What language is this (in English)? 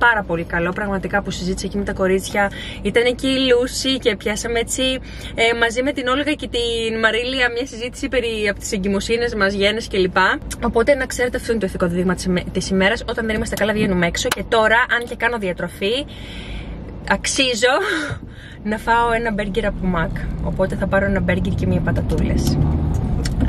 Greek